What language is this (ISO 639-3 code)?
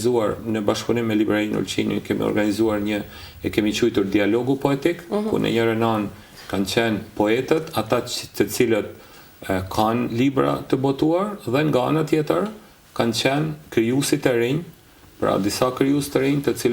sqi